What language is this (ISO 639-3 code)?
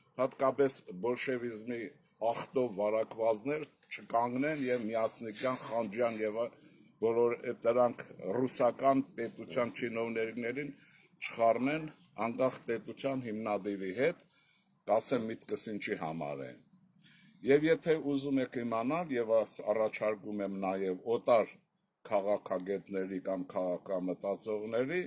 hye